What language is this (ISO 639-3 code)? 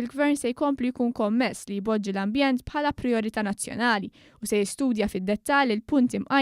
mlt